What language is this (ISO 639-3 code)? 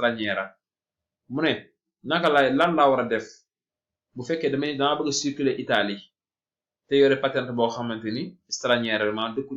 wol